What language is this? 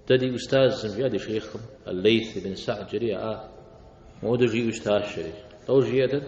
Kabardian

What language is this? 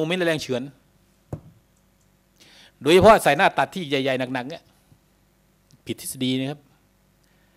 Thai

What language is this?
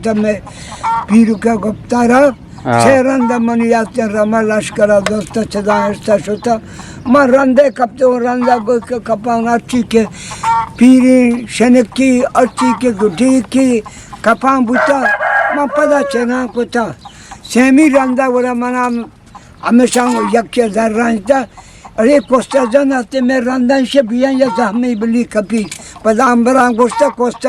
Eastern Balochi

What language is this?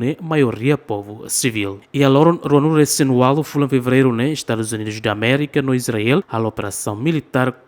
Tetum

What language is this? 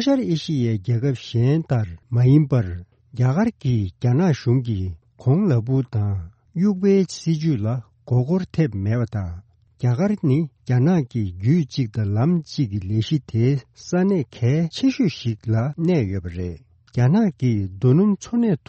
Tibetan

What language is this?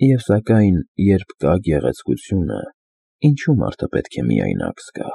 Armenian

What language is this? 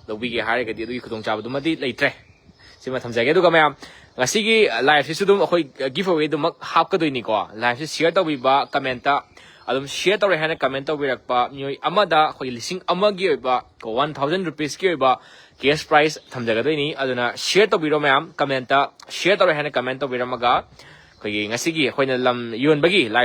Manipuri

